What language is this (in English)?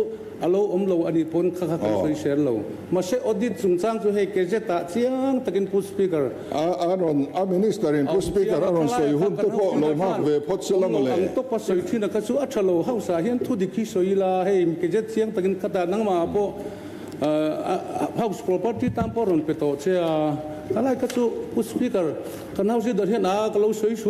Mizo